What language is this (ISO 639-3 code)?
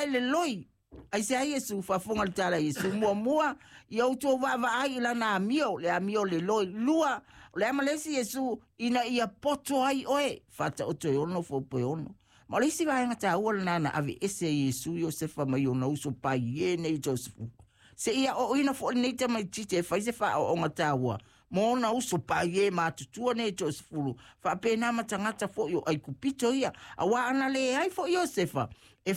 smo